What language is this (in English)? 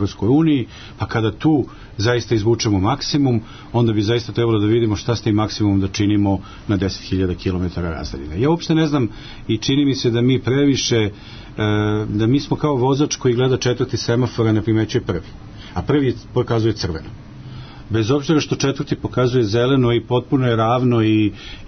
Serbian